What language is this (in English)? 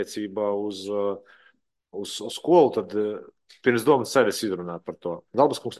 Latvian